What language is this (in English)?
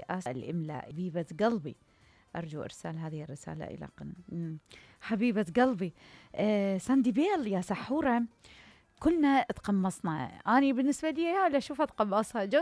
Mesopotamian Arabic